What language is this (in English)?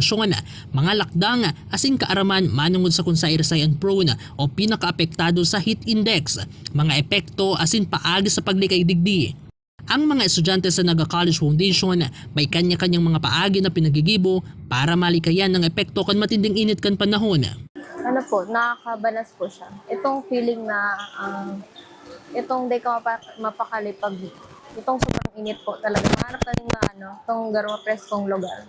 Bikol